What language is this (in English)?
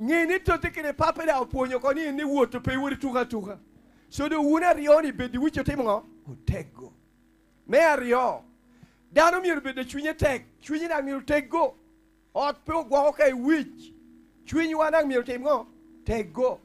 Lango (Uganda)